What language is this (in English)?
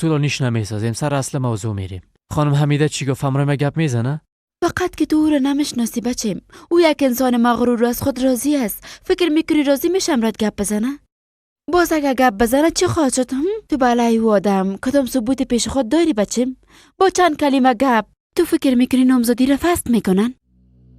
Persian